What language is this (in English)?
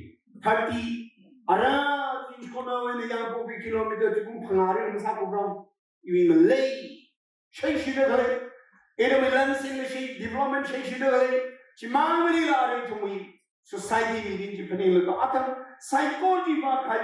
Tangkhul Naga (India)